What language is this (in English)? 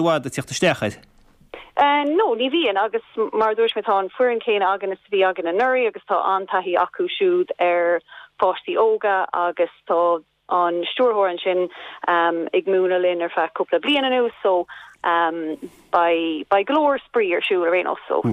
Irish